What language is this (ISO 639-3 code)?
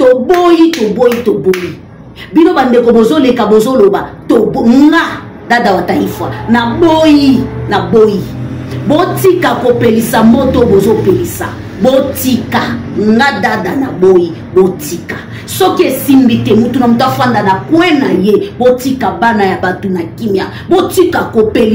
lin